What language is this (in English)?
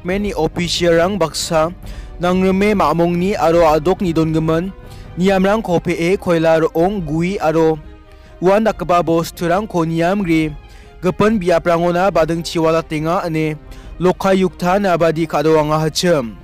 Garo